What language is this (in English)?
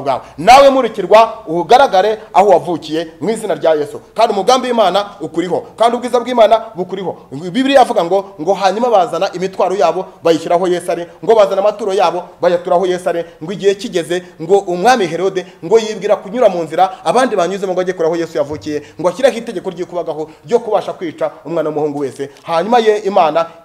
Kinyarwanda